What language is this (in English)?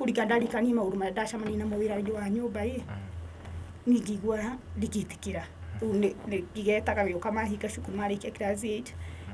Kikuyu